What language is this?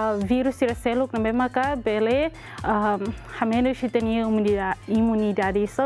Tetum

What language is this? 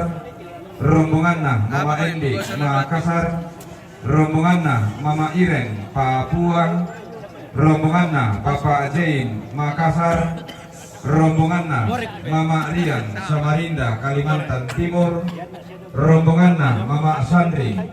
Toraja-Sa'dan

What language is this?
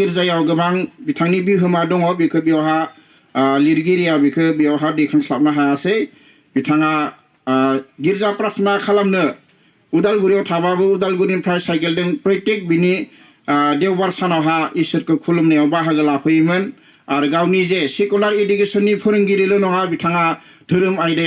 Bodo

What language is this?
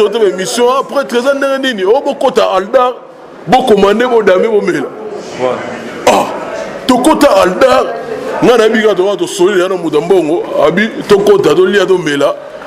Lingala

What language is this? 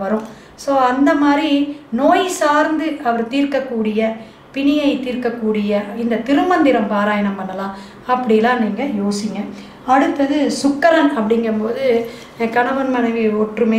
Tamil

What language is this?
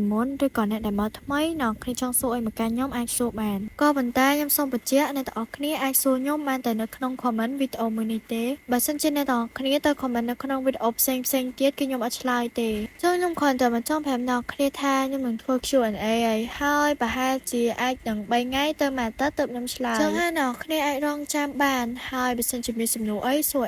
Khmer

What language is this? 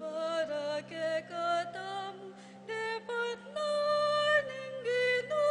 Pampanga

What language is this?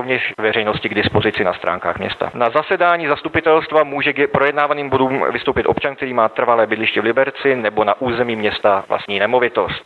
Czech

